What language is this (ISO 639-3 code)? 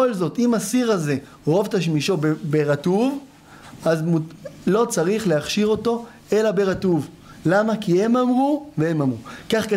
heb